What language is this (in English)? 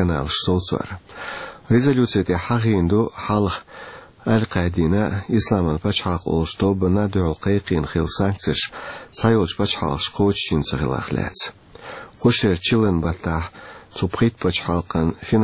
Chechen